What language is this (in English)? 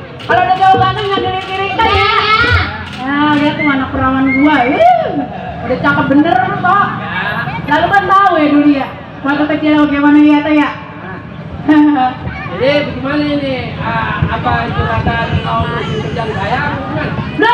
Betawi